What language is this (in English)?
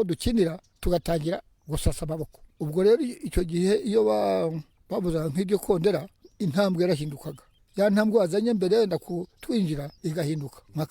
Kinyarwanda